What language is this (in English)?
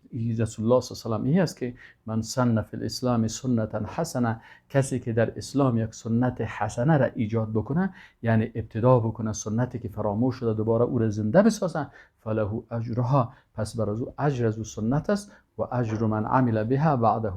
Persian